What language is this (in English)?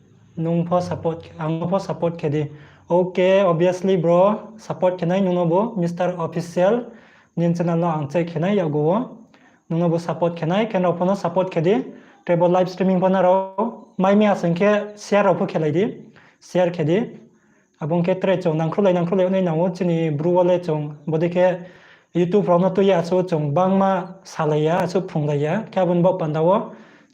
Riang (India)